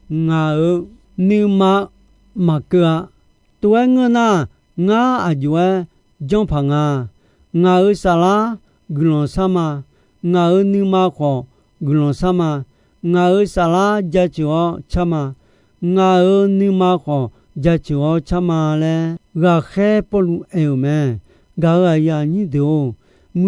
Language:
Akha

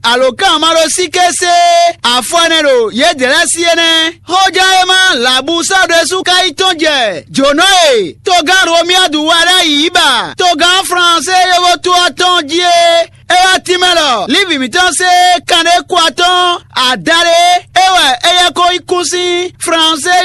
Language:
Fon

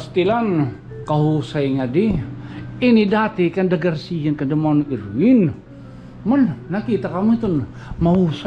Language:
Waray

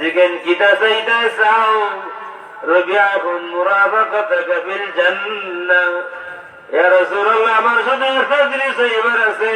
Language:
Sylheti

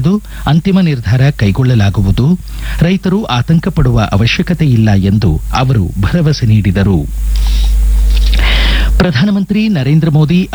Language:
Kannada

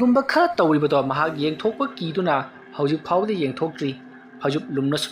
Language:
Manipuri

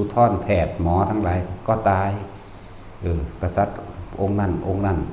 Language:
Northeastern Thai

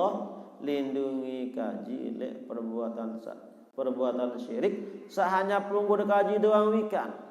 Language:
Sasak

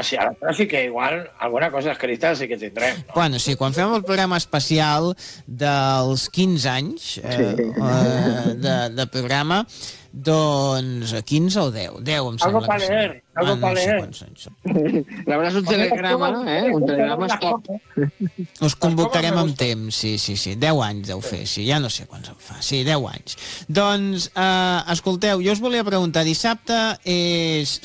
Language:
Catalan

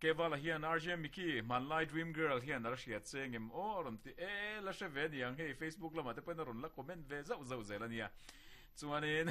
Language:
Mizo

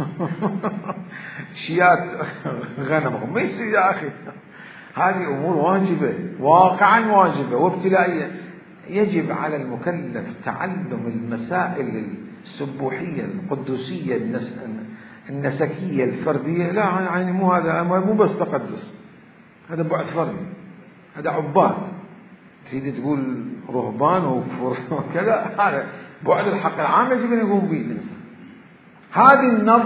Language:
Mesopotamian Arabic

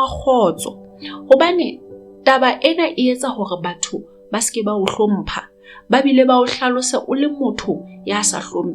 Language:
Southern Sotho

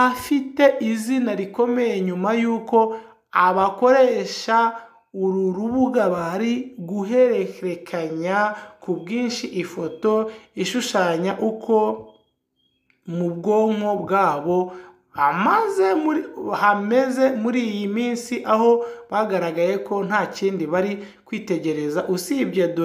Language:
Kinyarwanda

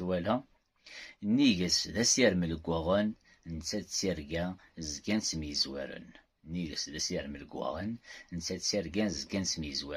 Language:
Kabyle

